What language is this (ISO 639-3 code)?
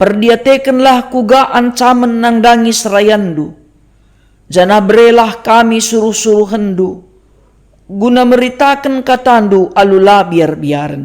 btx